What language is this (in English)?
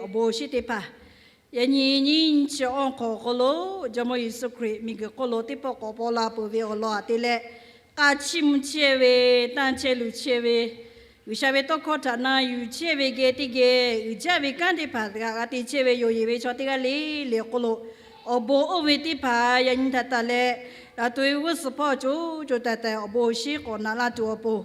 Lahu